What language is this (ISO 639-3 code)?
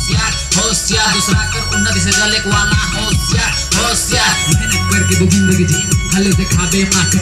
sck